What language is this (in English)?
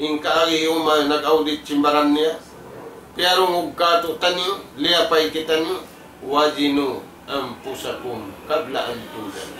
Tausug